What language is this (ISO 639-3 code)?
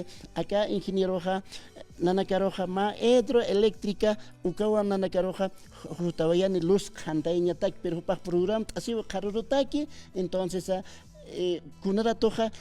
aym